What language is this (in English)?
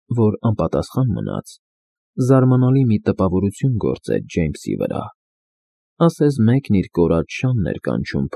Armenian